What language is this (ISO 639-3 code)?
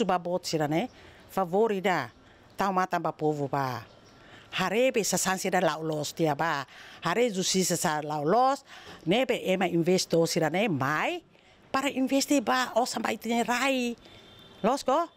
tet